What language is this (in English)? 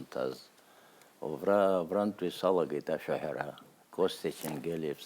Abkhazian